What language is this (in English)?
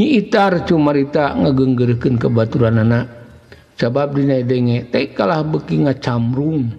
Sundanese